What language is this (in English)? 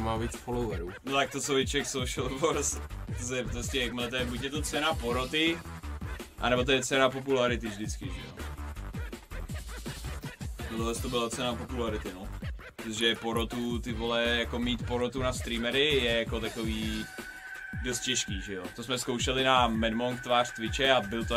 Czech